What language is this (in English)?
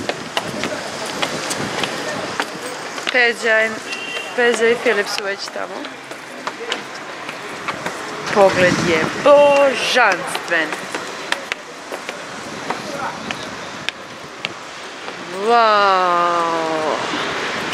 Serbian